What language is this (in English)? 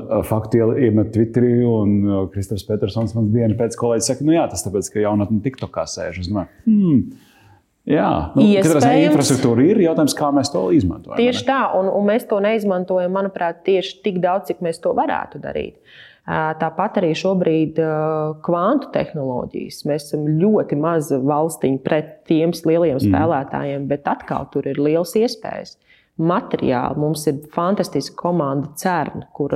Latvian